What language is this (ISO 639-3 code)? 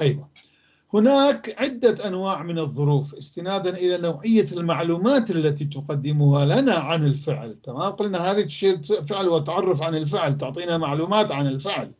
apc